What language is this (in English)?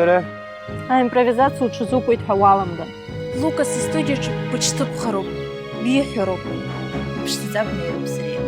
Abkhazian